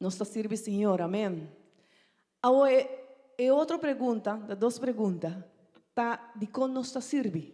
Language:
Papiamento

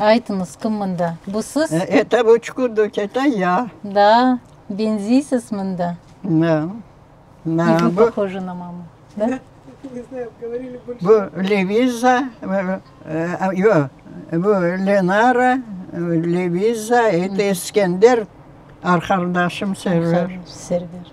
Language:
Crimean Tatar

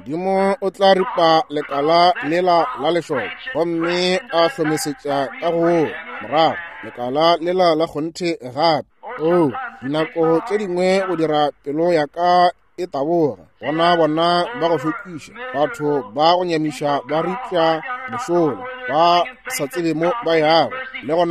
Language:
Northern Sotho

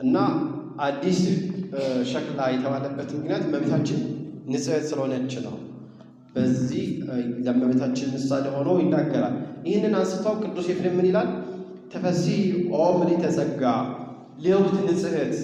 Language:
Amharic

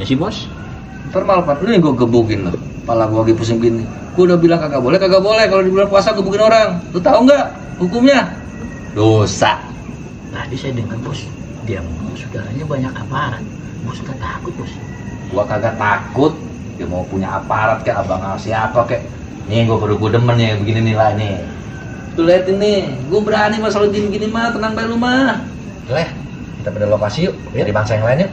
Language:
Betawi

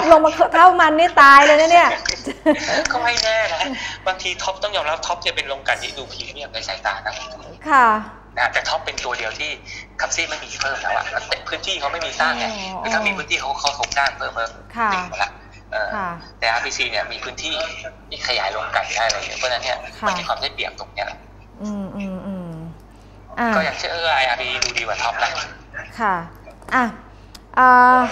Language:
Thai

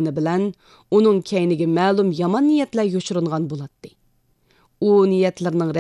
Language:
Uyghur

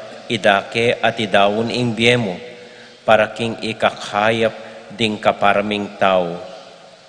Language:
Pampanga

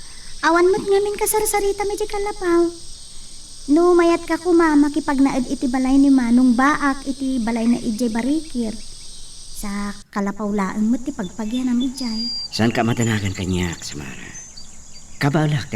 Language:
Iloko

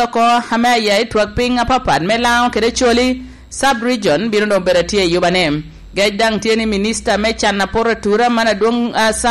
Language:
Lango (Uganda)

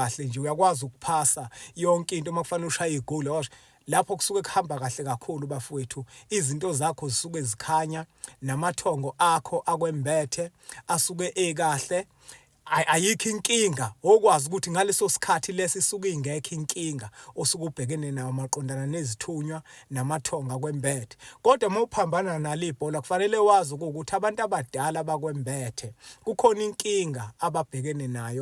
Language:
Zulu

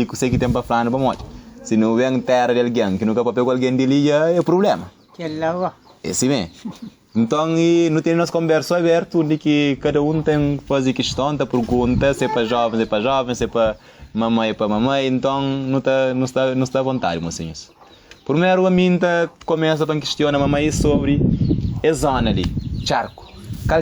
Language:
Kabuverdianu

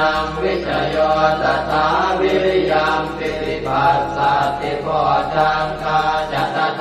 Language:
Pali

